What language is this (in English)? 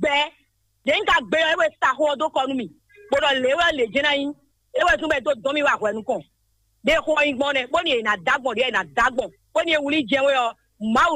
Fon